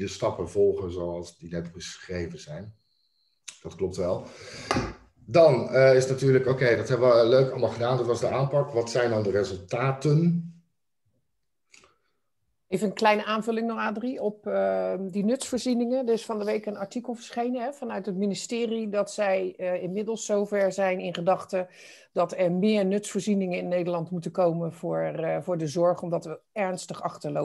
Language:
Dutch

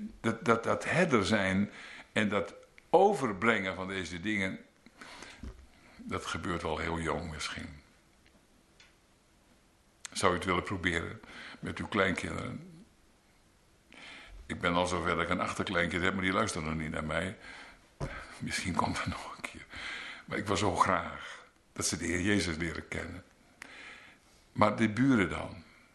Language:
Dutch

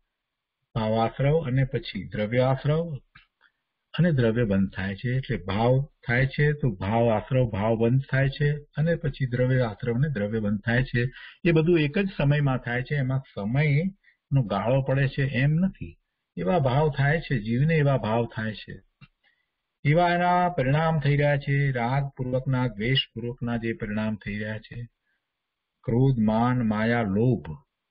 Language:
Gujarati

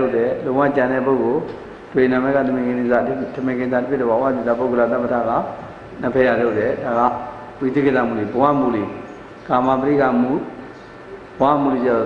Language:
Burmese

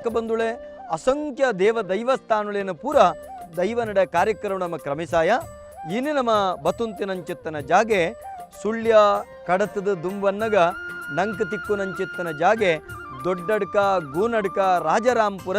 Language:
Tulu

